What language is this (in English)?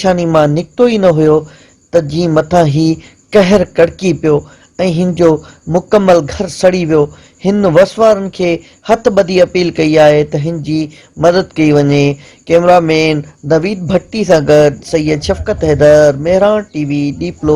Sindhi